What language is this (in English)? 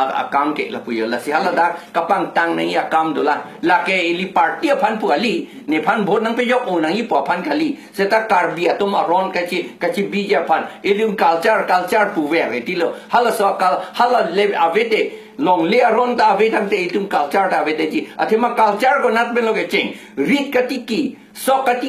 Karbi